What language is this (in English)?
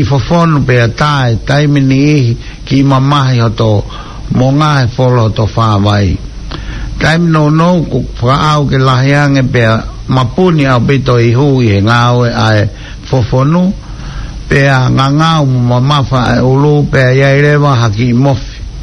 Tongan